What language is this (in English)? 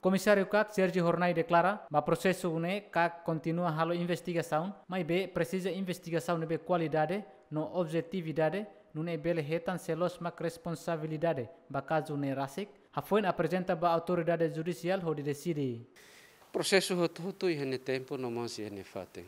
Tetum